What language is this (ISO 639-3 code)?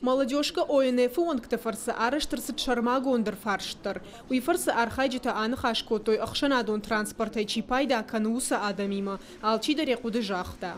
oss